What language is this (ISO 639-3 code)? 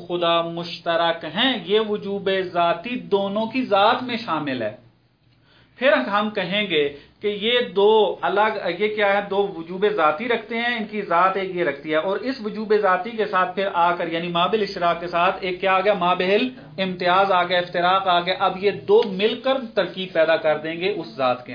urd